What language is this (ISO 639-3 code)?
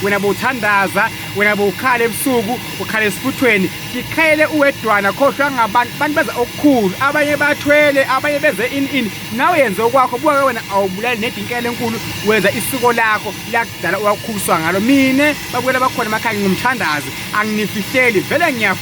zul